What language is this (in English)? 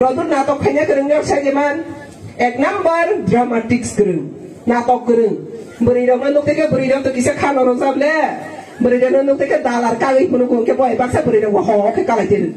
Riang (India)